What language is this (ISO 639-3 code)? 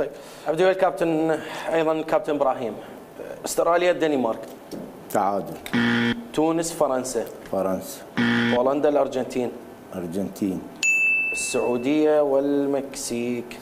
acm